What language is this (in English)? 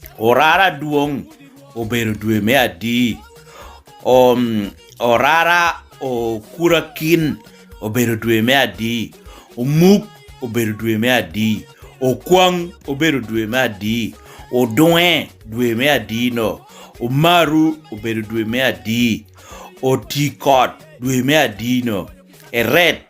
Lango (Uganda)